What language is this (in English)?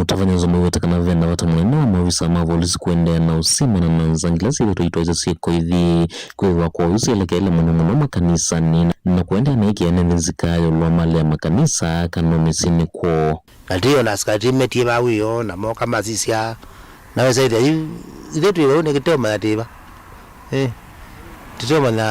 Kamba